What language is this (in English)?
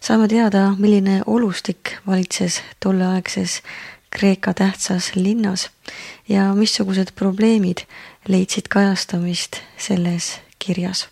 Estonian